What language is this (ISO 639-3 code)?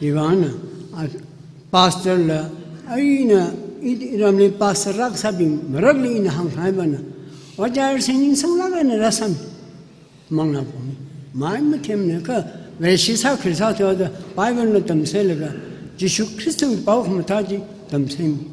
nmf